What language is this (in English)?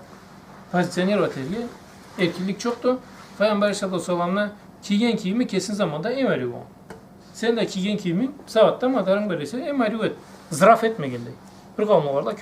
Karachay-Balkar